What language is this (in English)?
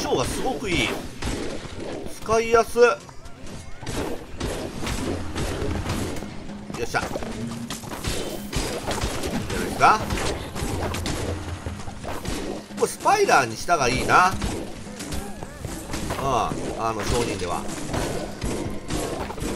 Japanese